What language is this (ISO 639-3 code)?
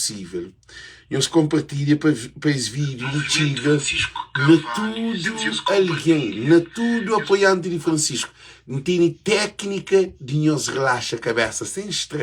kea